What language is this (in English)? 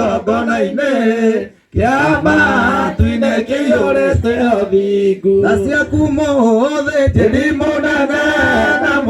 Kikuyu